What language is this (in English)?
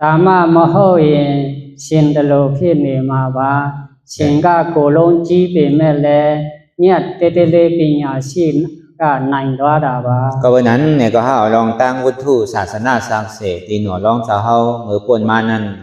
Shan